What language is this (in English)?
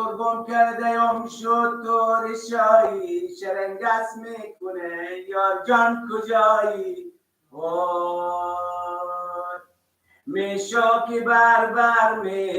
Persian